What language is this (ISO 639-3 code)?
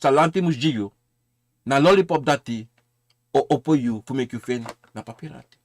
srn